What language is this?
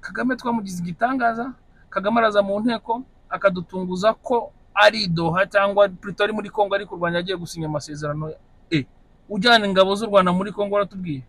Kinyarwanda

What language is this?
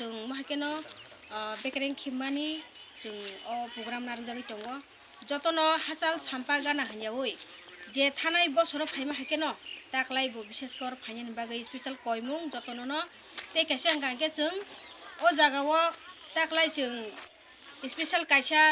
Kok Borok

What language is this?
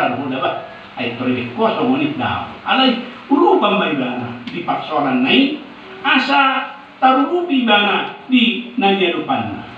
Batak Toba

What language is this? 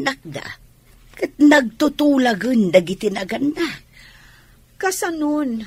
Iloko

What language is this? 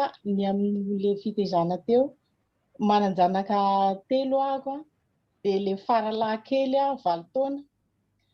Malagasy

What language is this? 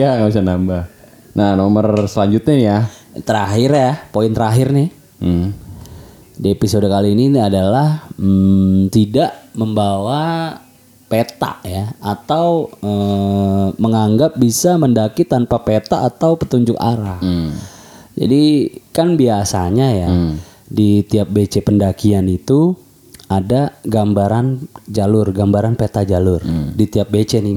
Indonesian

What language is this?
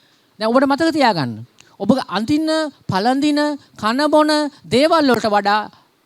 Sinhala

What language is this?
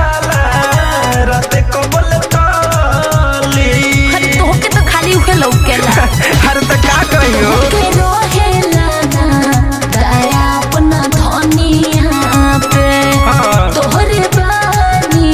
Bhojpuri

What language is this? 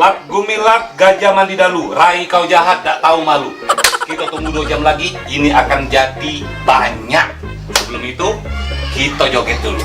Musi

